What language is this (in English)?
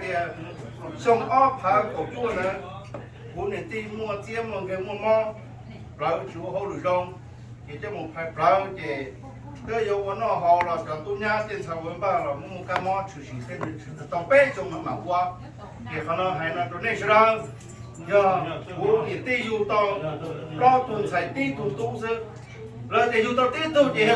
Hmong